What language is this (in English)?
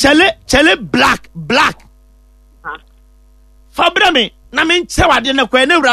Akan